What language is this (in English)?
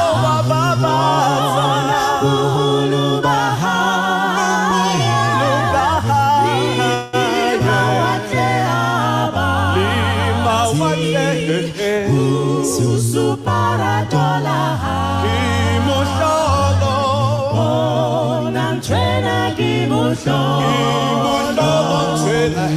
Southern Sotho